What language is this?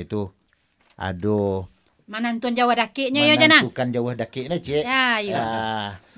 Minangkabau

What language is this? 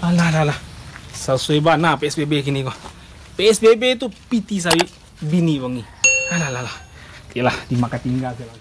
Minangkabau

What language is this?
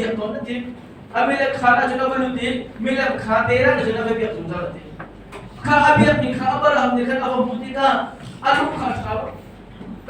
Hakha Chin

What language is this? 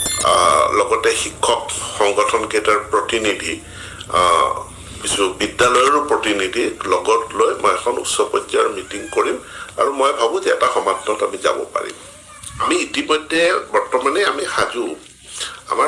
Assamese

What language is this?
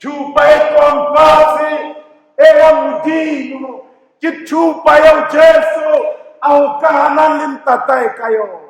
Southern Sotho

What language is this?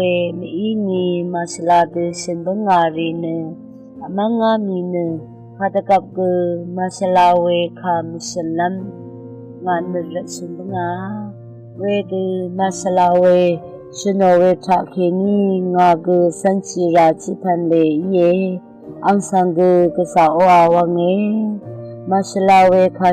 Rawang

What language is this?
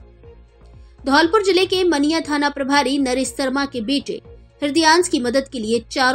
Hindi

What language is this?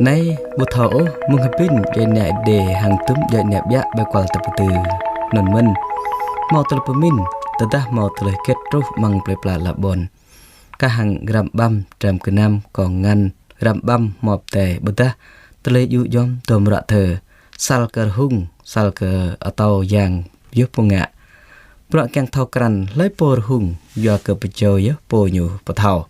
Jarai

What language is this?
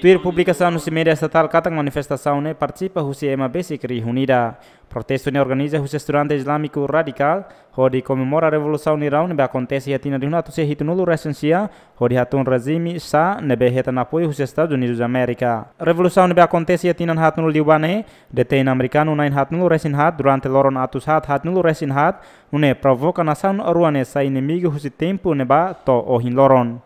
Tetum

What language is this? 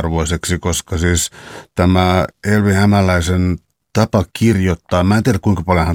Finnish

